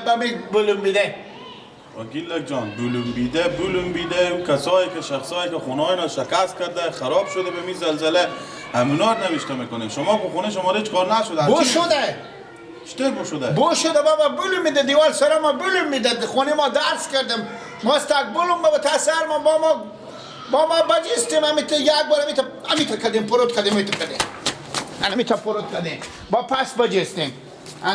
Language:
Persian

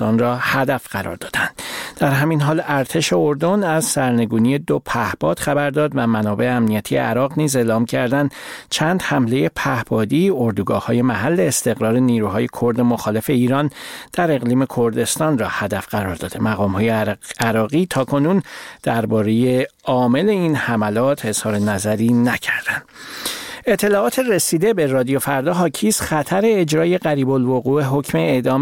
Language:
Persian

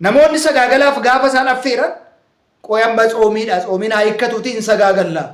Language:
Oromo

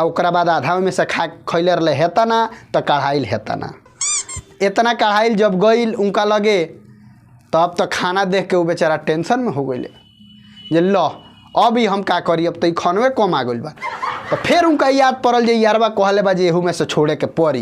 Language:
Bhojpuri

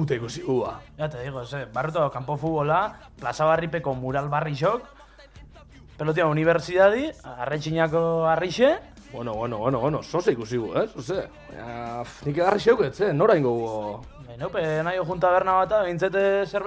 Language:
Basque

